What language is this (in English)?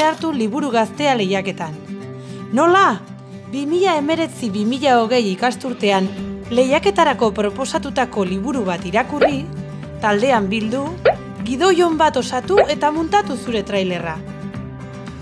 Basque